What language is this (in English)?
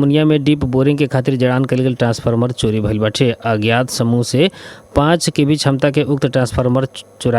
Bhojpuri